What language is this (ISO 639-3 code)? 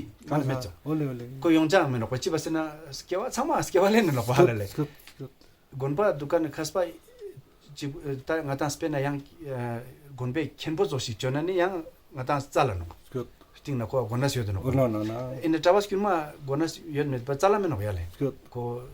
lbj